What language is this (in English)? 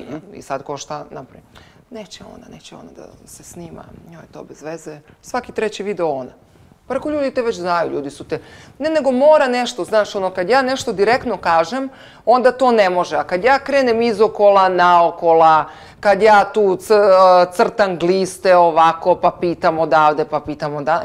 Serbian